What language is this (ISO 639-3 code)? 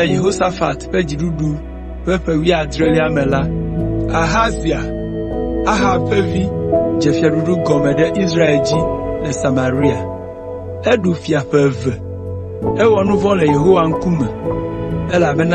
ewe